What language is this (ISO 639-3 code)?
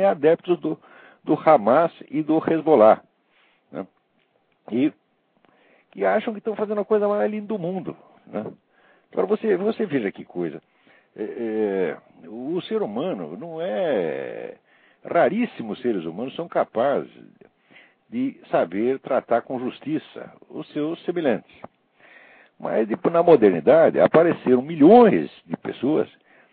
por